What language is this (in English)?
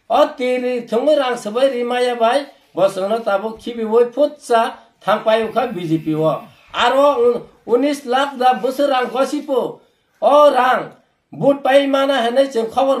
Kok Borok